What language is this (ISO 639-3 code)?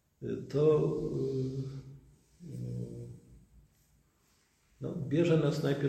pol